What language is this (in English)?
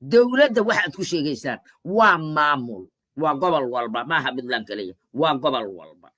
Somali